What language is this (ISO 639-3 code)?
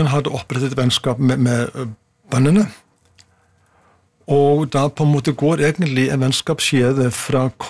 nor